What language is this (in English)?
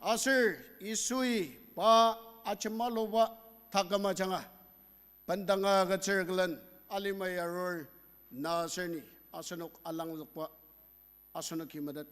Ao Naga